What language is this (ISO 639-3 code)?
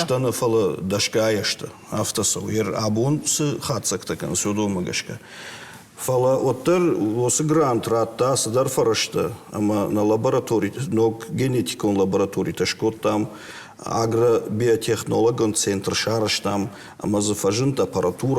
oss